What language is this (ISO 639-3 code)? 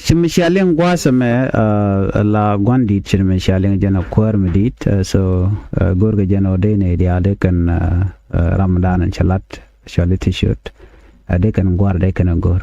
nus